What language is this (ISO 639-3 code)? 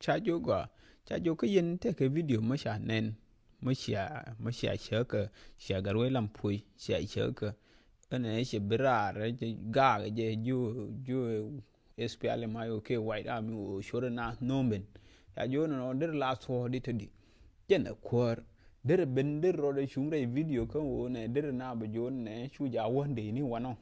nus